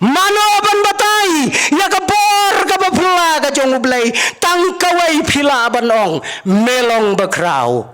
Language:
Khasi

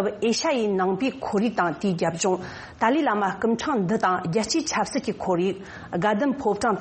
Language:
Tibetan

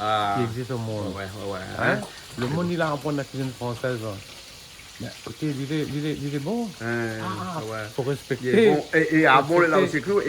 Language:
Réunion Creole French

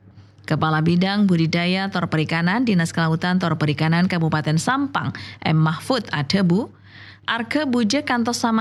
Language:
Madurese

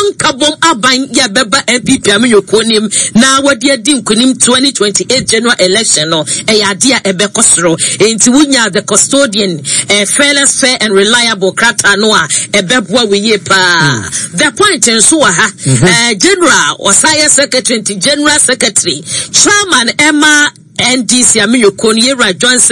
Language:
Akan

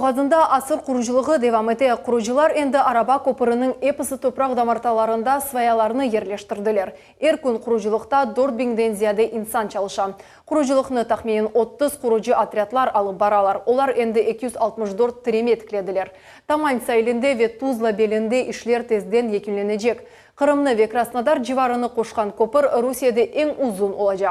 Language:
Crimean Tatar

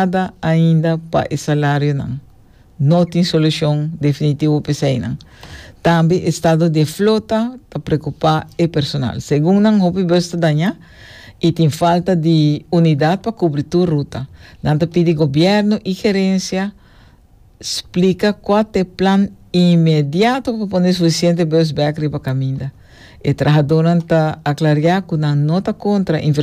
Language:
Papiamento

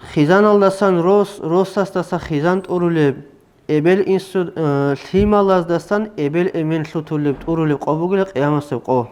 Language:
Avaric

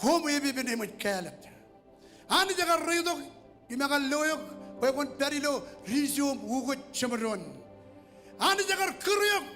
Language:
Marshallese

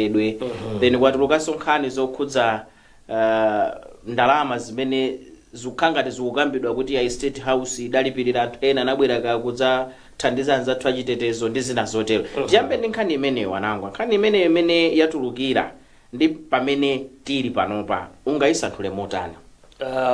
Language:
Nyanja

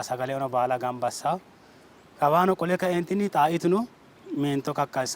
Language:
Sidamo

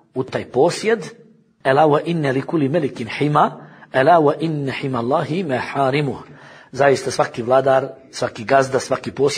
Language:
Bosnian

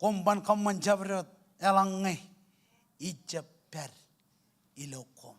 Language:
Marshallese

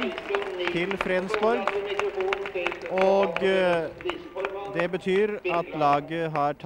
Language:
Norwegian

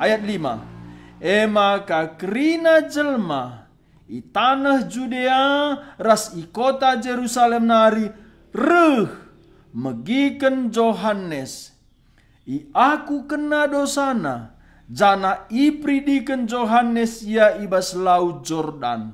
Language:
Batak Karo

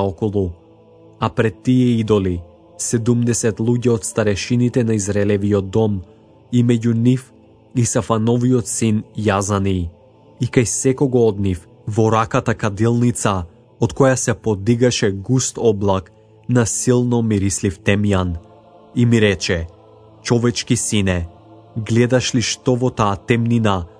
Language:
Macedonian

